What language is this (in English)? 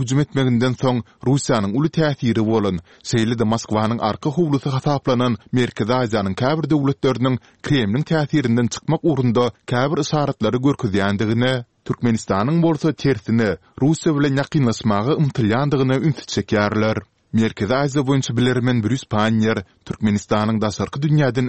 Turkmen